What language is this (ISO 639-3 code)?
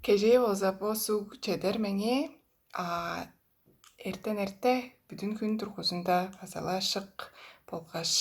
tyv